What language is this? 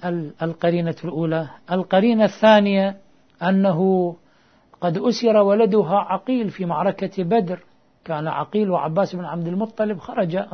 Arabic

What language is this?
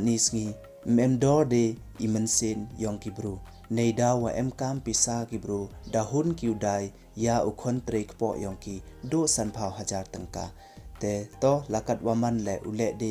Pnar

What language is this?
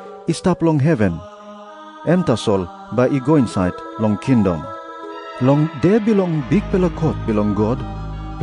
Tok Pisin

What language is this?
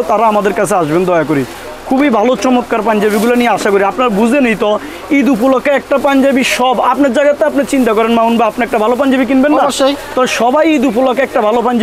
Bangla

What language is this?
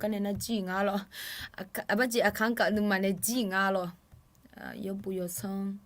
Akha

